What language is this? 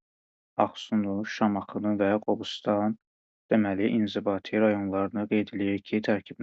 Azerbaijani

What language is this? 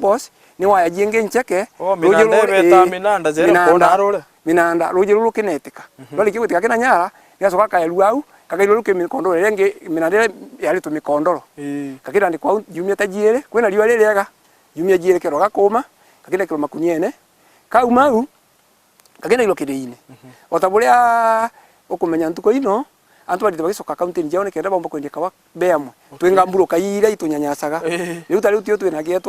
Meru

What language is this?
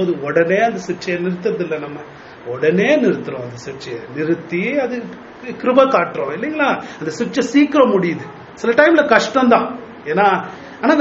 Tamil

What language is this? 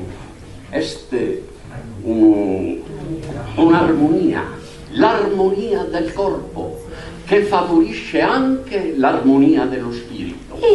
Sardinian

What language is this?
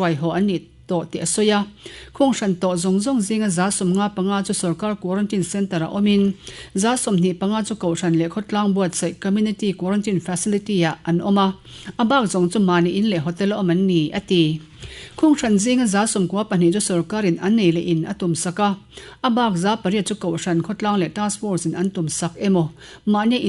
Mizo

